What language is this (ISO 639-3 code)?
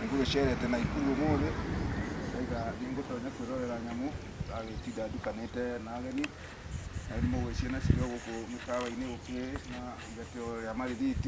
kik